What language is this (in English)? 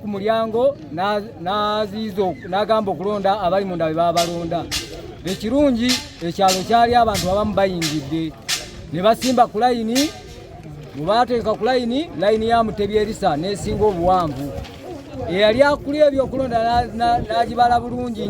Ganda